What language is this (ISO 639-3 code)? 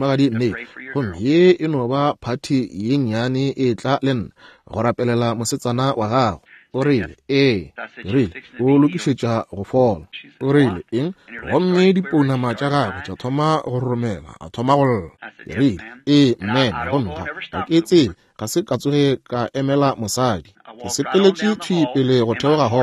nso